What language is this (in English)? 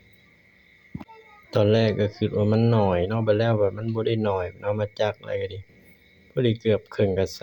Lao